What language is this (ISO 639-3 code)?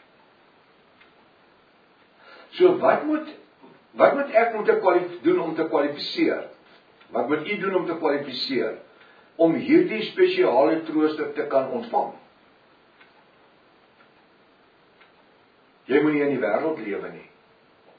afr